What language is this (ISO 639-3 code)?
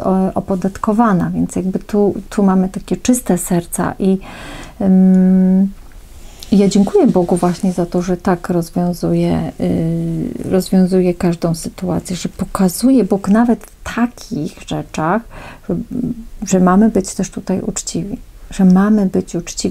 pol